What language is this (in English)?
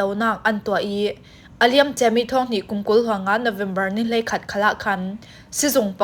Falam Chin